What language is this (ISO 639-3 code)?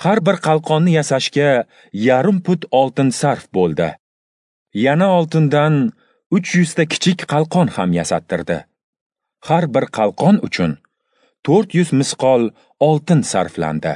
uzb